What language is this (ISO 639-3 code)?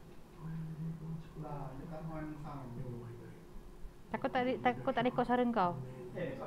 msa